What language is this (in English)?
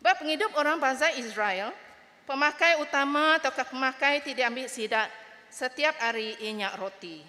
Iban